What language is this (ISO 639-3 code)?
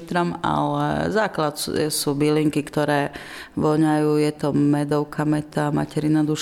slk